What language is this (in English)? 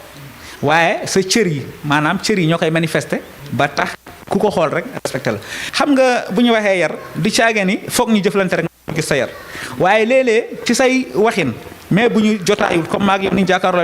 Wolof